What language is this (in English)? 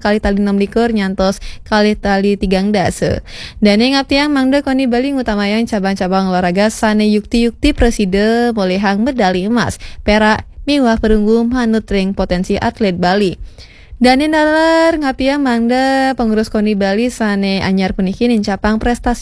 Balinese